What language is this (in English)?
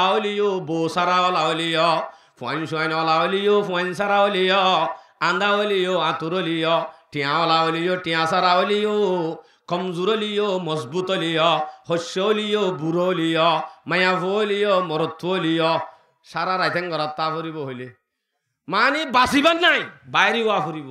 Rohingya